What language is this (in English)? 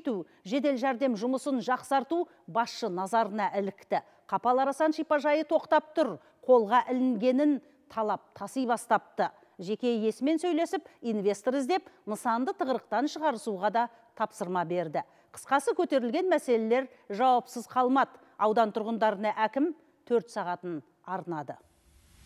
Kazakh